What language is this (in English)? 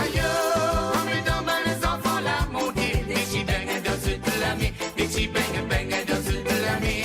Morisyen